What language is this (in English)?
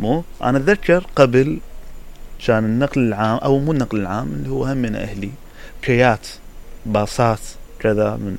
Mesopotamian Arabic